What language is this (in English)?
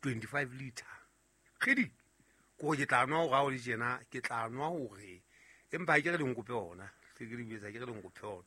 Southern Sotho